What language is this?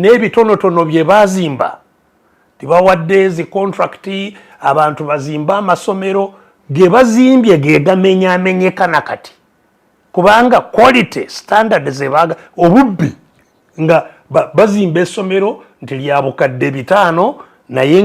Ganda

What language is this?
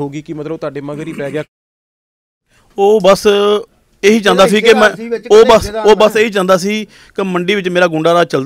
Punjabi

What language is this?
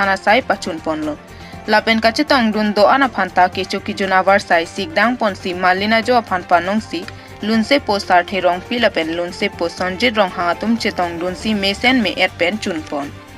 Karbi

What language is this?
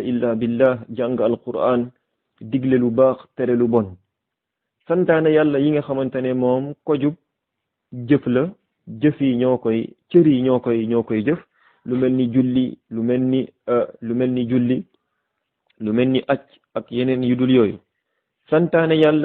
Wolof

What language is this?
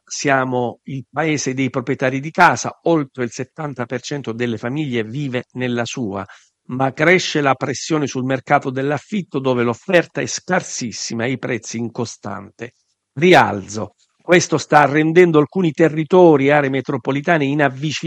Italian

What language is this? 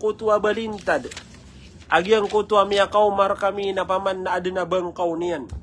Maranao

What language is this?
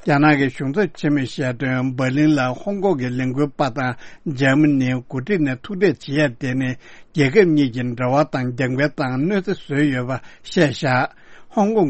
Tibetan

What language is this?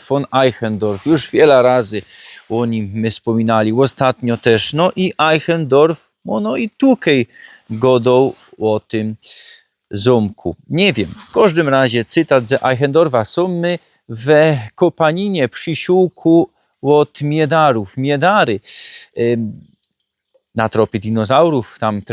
Silesian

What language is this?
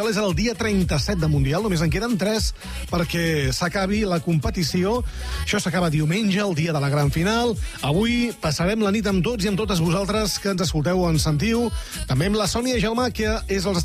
Catalan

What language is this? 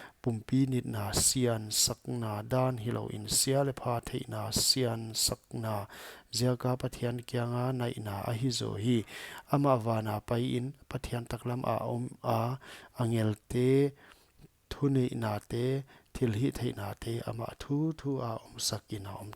Paite Chin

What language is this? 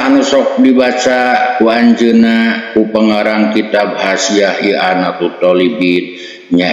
Sundanese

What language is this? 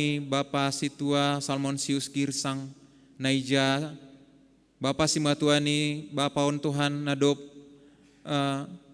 Batak Simalungun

